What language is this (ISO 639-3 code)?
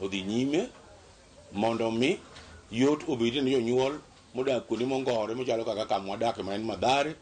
luo